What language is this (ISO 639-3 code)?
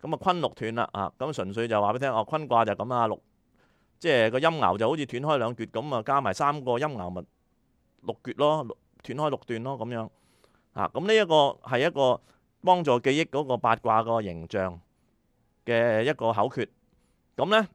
yue